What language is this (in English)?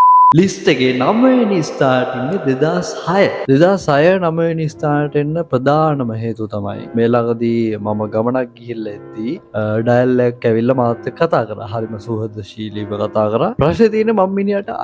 Sinhala